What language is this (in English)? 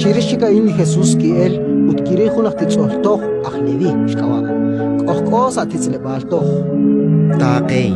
Kekchí